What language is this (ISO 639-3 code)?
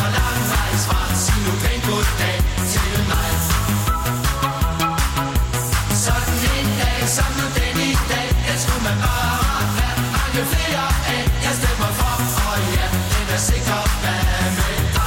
dan